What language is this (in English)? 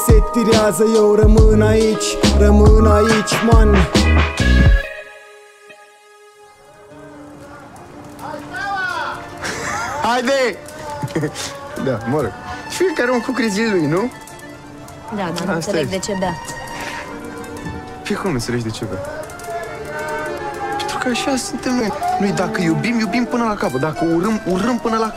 Romanian